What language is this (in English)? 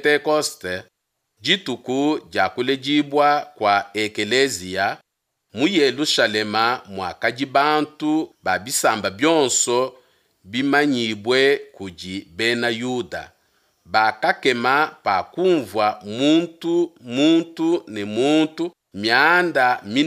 Luba-Lulua